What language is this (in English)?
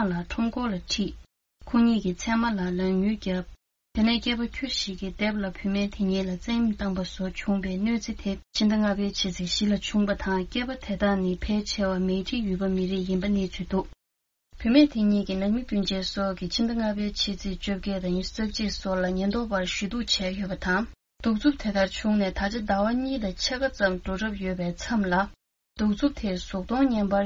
Tibetan